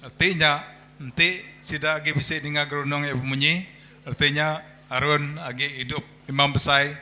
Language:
Iban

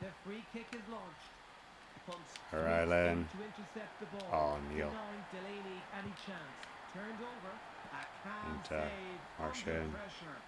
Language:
Irish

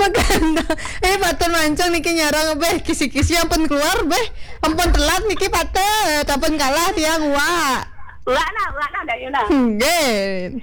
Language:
Balinese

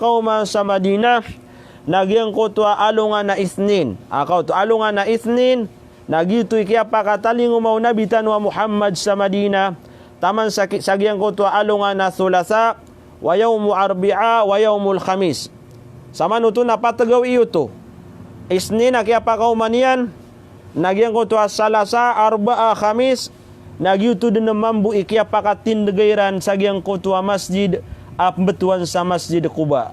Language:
Maranao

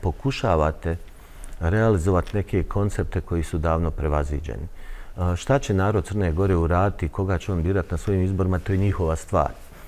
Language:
Bosnian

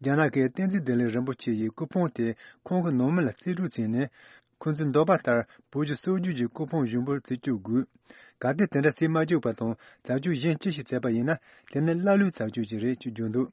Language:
Tibetan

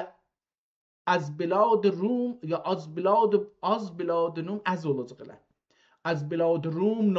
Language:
South Azerbaijani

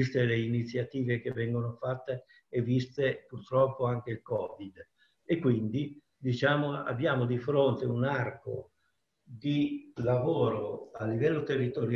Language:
Italian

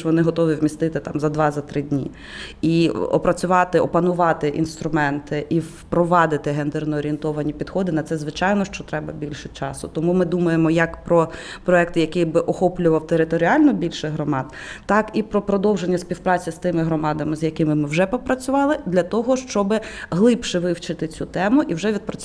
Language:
Ukrainian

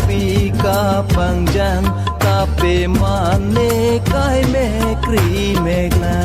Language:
Karbi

